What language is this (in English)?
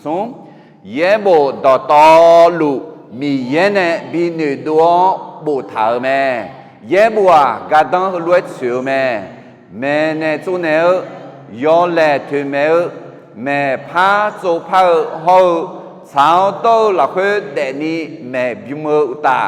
Akha